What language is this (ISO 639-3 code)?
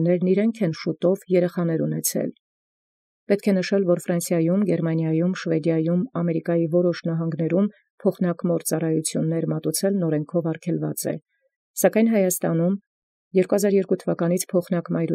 hye